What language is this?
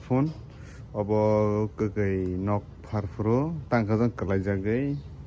Kok Borok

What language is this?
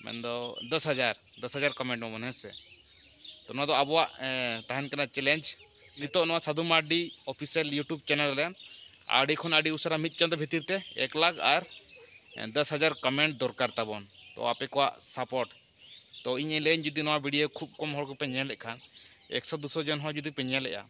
Santali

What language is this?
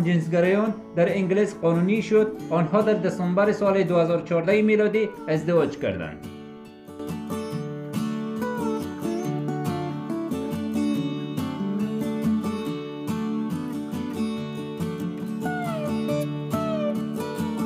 Persian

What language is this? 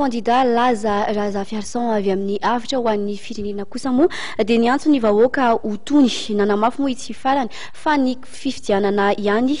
Malagasy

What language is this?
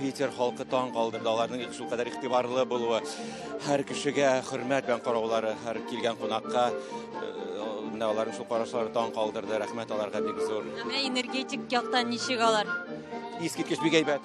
Tatar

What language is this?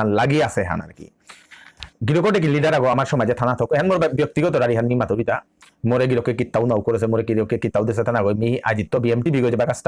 Bishnupriya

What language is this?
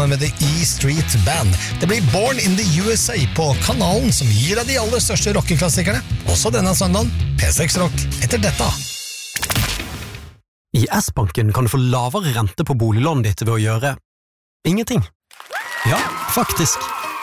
Norwegian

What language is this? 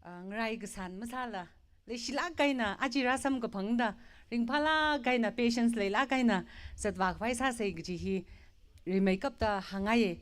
Tangkhul Naga (India)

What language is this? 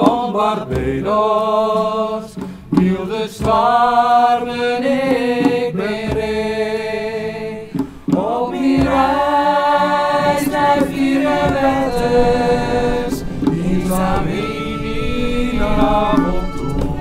Western Frisian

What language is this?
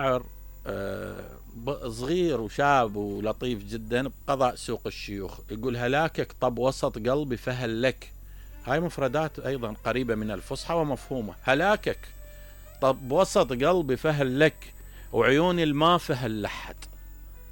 Mesopotamian Arabic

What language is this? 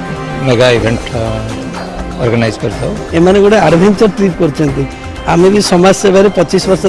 Odia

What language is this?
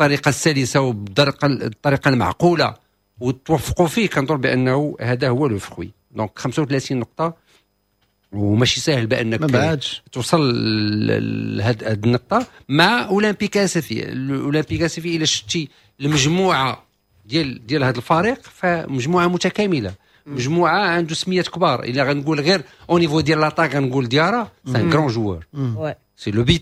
Moroccan Arabic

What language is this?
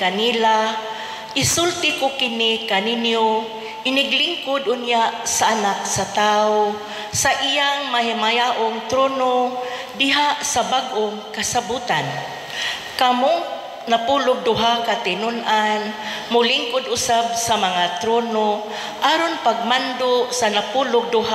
Cebuano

